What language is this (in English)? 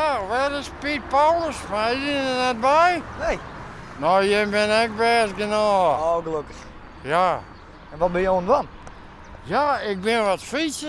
Western Frisian